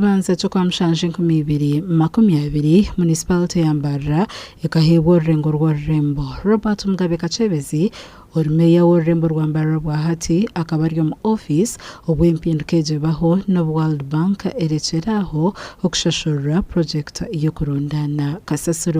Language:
Nyankole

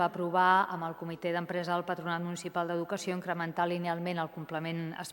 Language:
Catalan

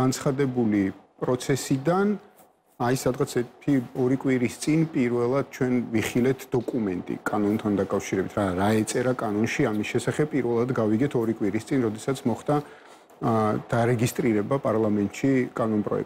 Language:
Georgian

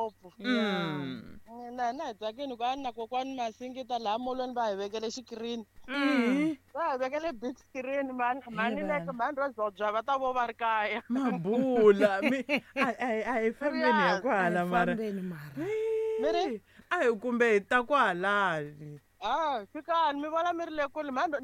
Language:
Tsonga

